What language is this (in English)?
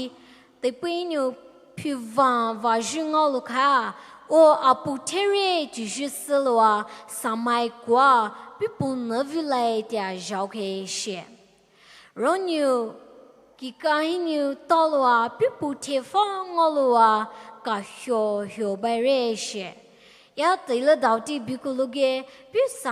Poumei Naga